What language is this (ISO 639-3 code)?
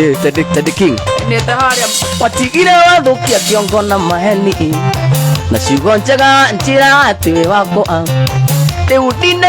kik